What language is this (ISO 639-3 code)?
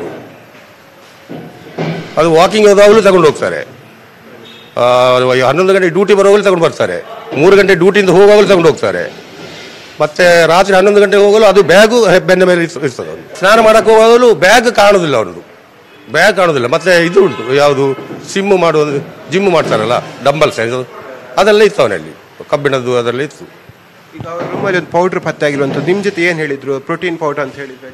kan